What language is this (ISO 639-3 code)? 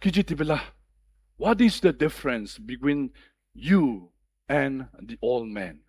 njo